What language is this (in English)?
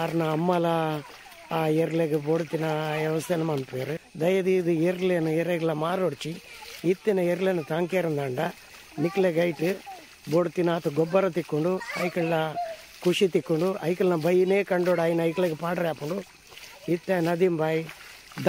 Tulu